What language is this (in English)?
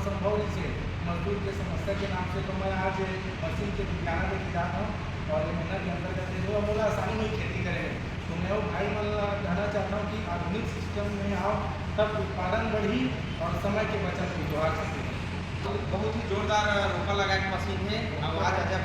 Chhattisgarhi